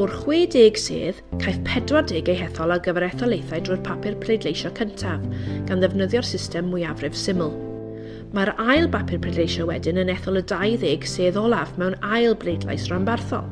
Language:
Welsh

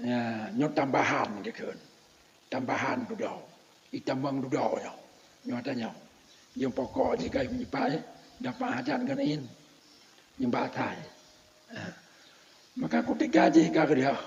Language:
Achinese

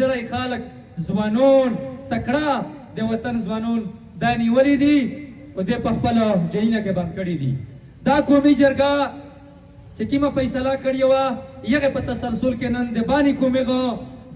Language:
Pashto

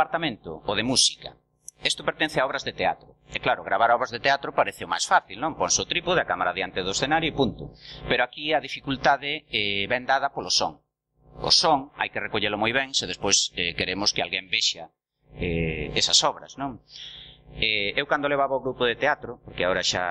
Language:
Galician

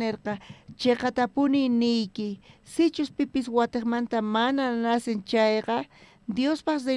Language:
South Bolivian Quechua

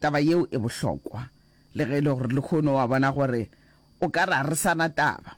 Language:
Northern Sotho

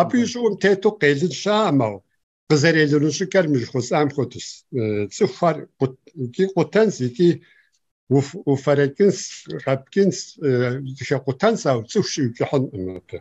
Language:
Kabardian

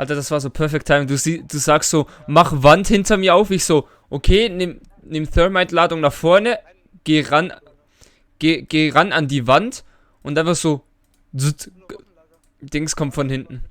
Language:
Swiss German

